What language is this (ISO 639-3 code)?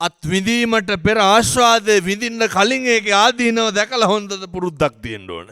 sin